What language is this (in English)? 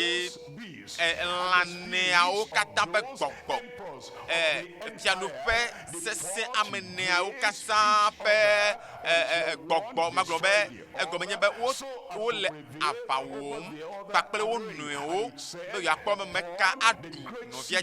Ewe